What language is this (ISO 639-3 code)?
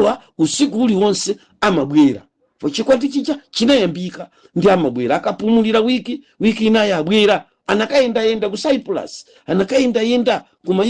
nya